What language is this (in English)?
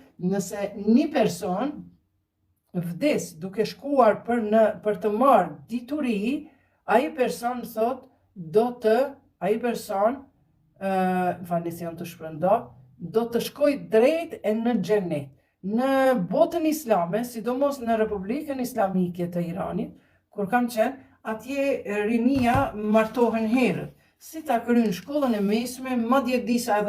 Albanian